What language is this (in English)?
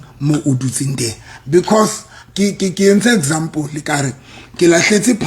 Southern Sotho